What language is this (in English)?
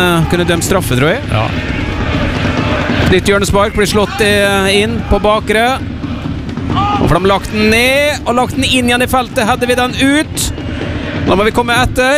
Norwegian